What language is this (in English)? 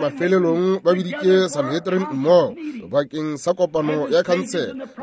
Northern Sotho